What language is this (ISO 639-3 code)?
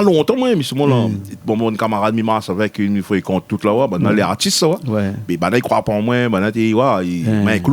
rcf